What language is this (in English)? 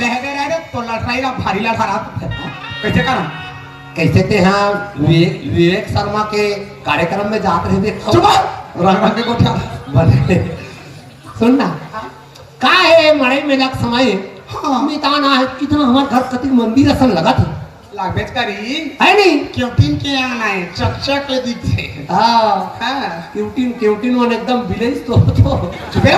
Chhattisgarhi